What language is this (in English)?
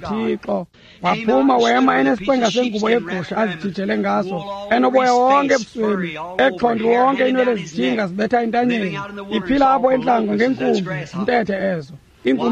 Xhosa